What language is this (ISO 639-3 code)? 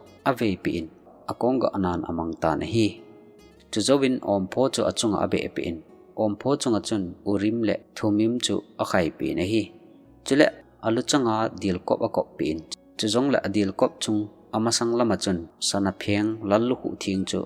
tcz